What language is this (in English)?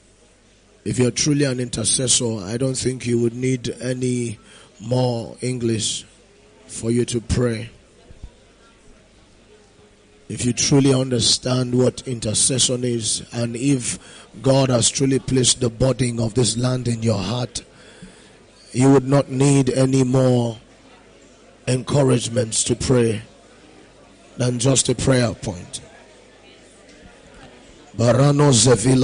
English